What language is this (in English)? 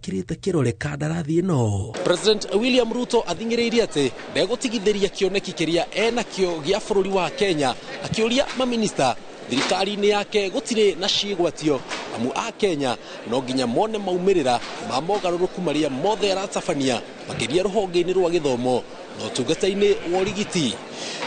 Kikuyu